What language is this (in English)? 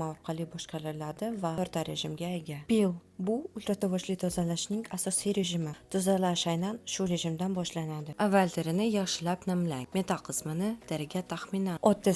Uzbek